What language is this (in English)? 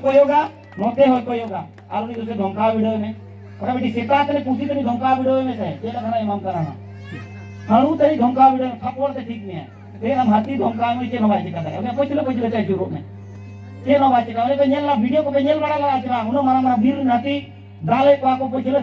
Santali